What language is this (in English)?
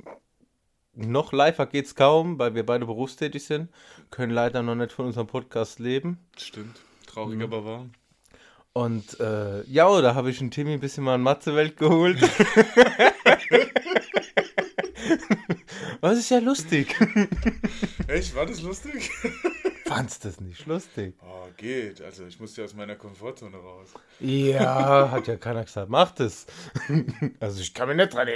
German